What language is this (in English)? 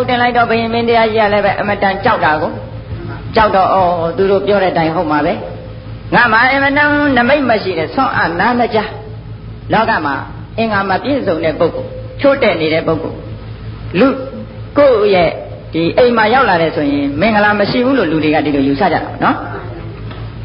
Burmese